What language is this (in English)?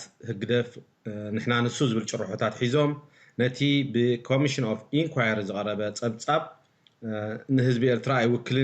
Tigrinya